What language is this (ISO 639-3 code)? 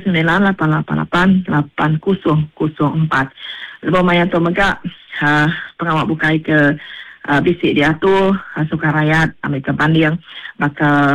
iba